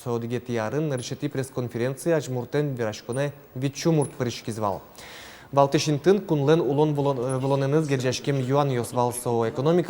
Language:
Udmurt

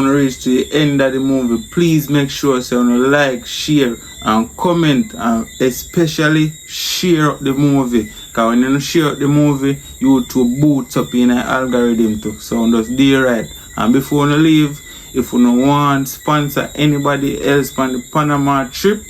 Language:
Jamaican Creole English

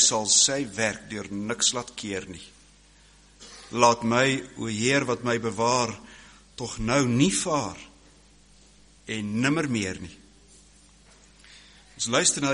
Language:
Afrikaans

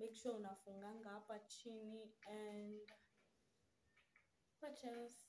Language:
Swahili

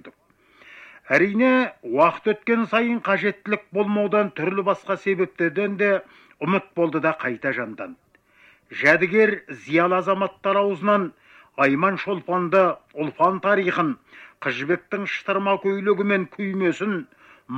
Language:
Kazakh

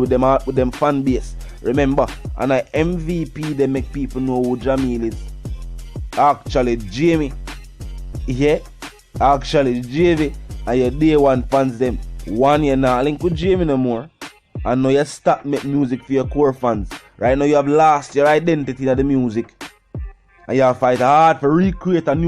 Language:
Jamaican Creole English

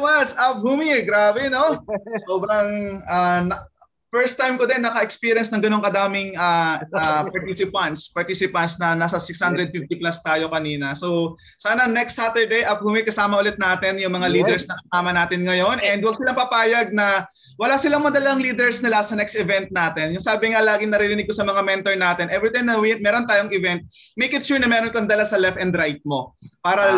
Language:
Filipino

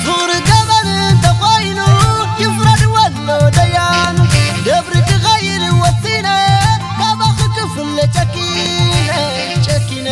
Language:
Tigrinya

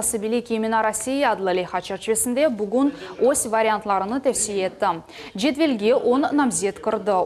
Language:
Crimean Tatar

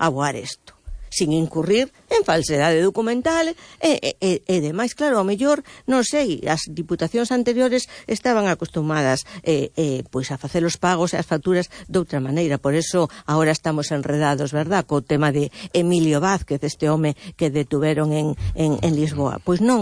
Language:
Galician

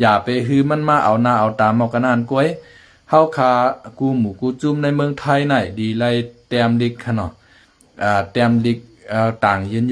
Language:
Shan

